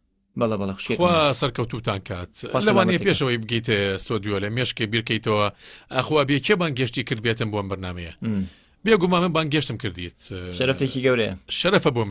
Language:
Central Kurdish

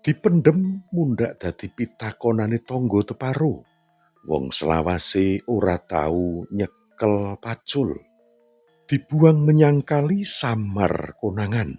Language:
Javanese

